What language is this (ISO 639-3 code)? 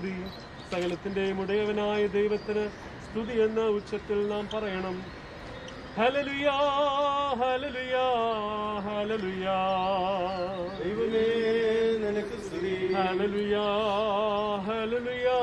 mal